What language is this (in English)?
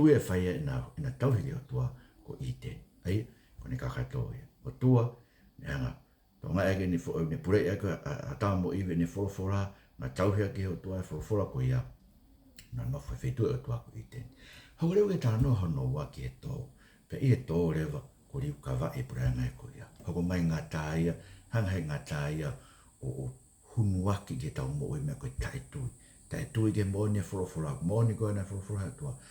Tongan